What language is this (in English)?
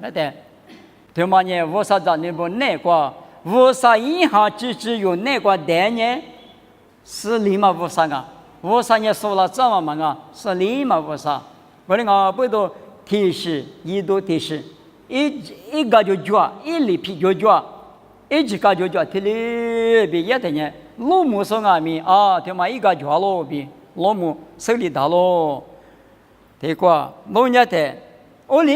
Lisu